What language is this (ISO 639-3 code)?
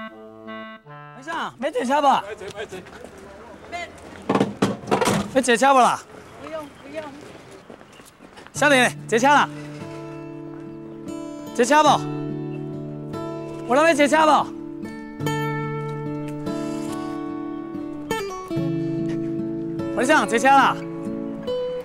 nan